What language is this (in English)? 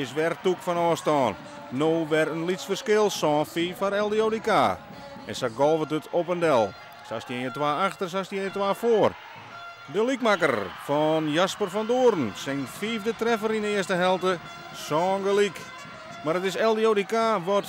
Western Frisian